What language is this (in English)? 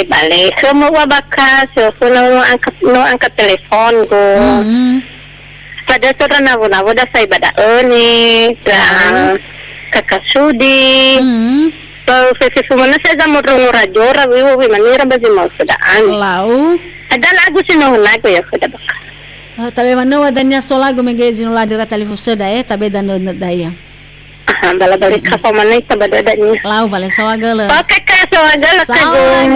Nias